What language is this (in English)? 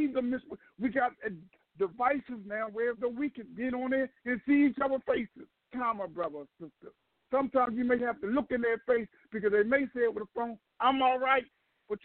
English